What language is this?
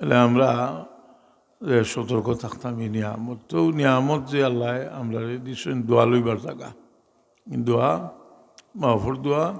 Sylheti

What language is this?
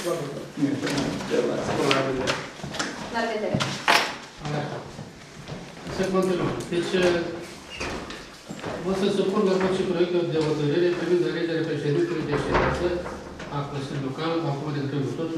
Romanian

